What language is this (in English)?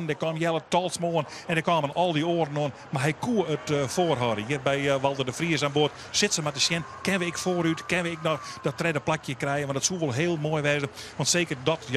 Western Frisian